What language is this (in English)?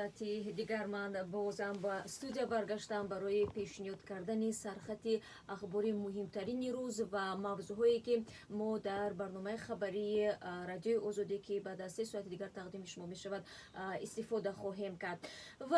Tajik